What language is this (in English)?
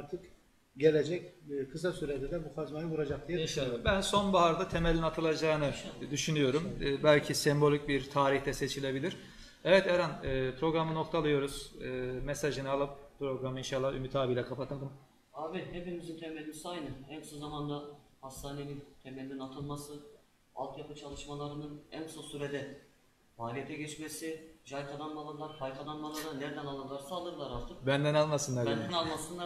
Turkish